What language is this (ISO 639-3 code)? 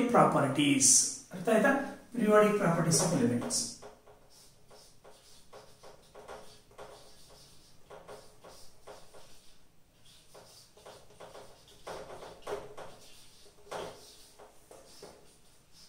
kan